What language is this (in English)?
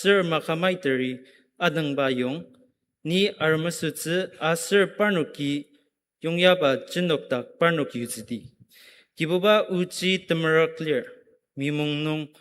Ao Naga